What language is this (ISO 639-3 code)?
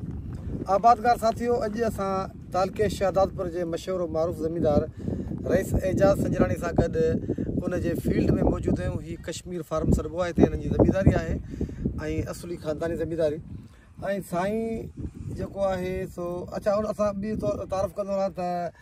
snd